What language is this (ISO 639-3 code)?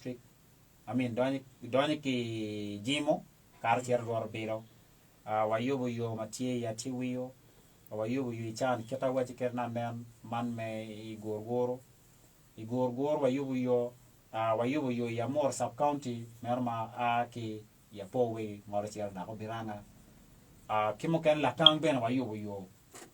ach